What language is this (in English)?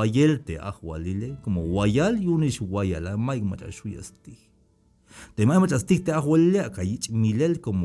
Tzeltal